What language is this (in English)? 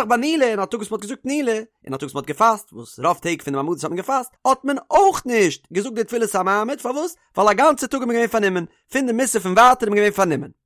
Yiddish